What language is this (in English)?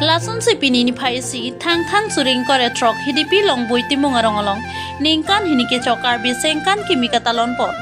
Karbi